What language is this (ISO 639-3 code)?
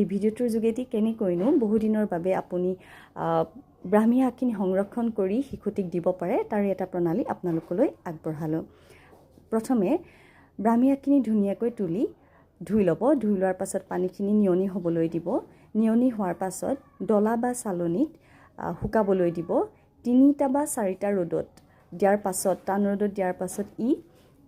asm